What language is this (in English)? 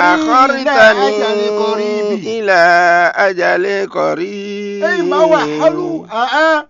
Fon